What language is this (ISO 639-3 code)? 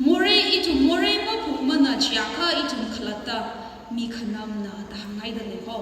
nmf